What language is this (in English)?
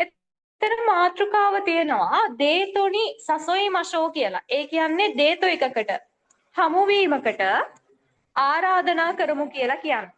Sinhala